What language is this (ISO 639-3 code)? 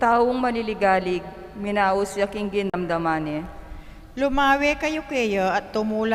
pam